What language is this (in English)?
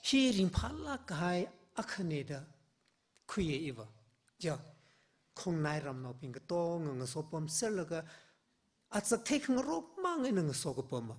Tangkhul Naga (India)